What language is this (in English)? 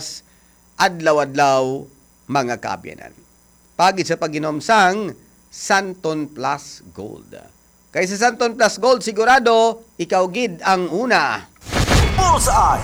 Hiligaynon